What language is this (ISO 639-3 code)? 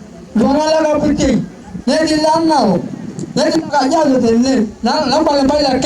mas